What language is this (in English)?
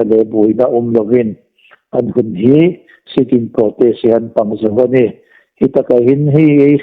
Hmar